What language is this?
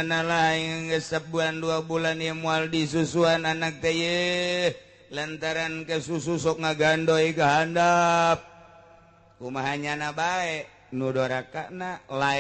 Sundanese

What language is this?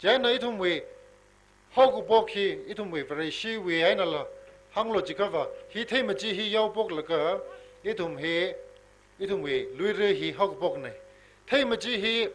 Tangkhul Naga (India)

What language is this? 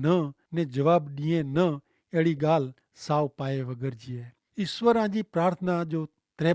Kachhi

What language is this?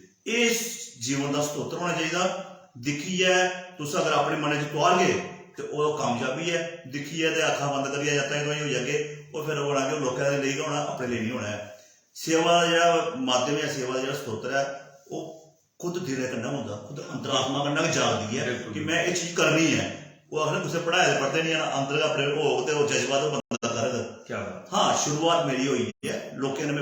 Dogri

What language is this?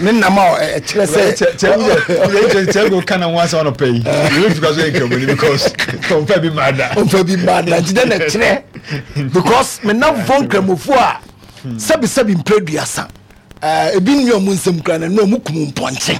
Akan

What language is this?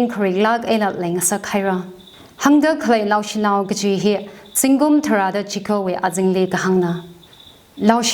Tangkhul Naga (India)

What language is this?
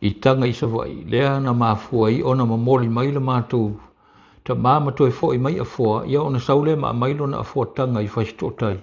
Samoan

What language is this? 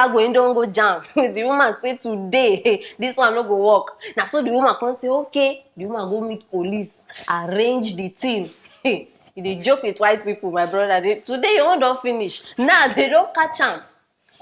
Nigerian Pidgin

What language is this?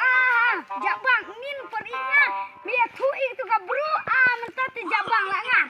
Khasi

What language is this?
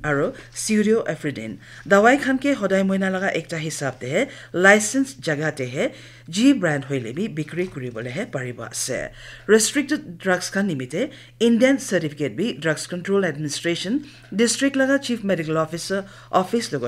Naga Pidgin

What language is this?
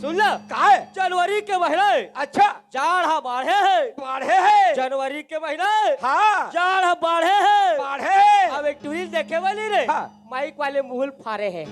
Chhattisgarhi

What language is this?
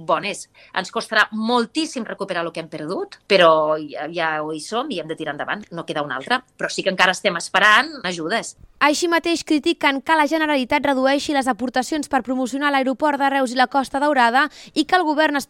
Catalan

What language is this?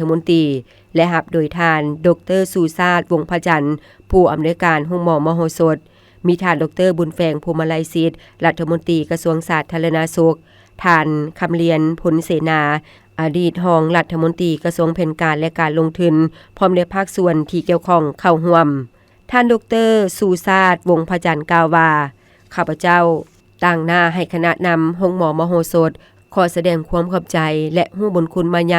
Lao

